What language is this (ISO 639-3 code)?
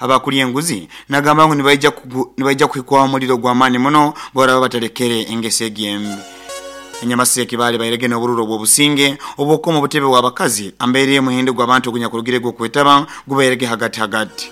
nyn